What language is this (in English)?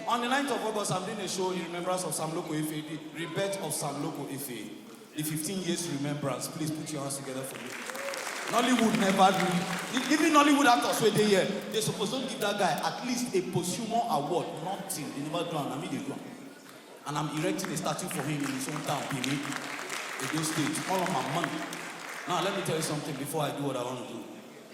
Nigerian Pidgin